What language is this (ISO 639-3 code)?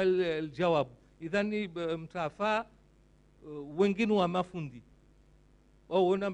swa